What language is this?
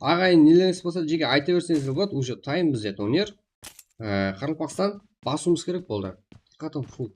Kara-Kalpak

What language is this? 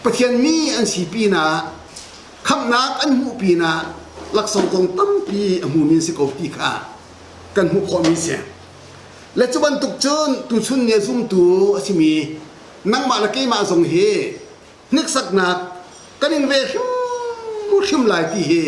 Hakha Chin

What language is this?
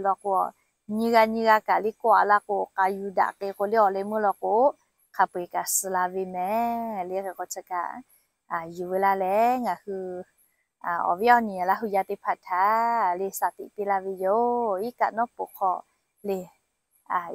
Lahu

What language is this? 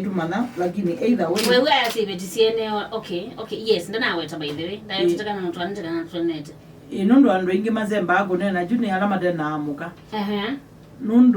Kamba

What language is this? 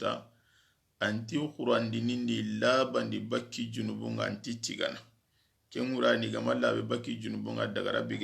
Soninke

